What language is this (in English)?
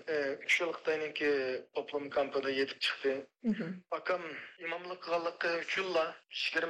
Uyghur